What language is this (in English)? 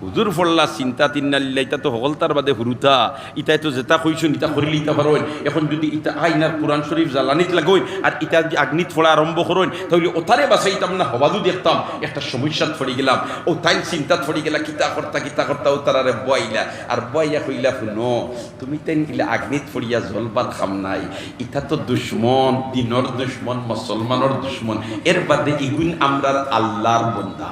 Sylheti